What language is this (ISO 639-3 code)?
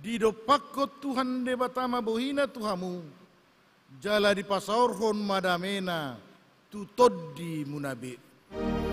bbc